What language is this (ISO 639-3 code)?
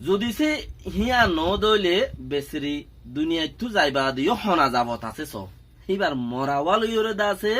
rhg